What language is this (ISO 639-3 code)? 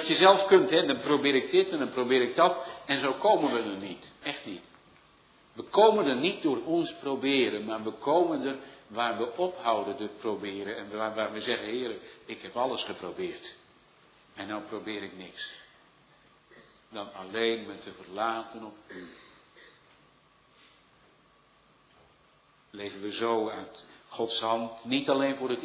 nld